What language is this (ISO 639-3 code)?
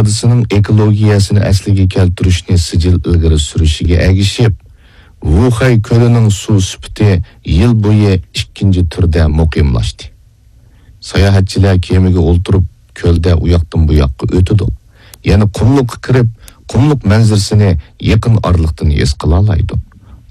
uig